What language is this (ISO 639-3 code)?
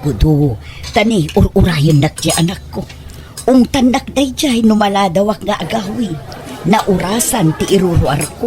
ilo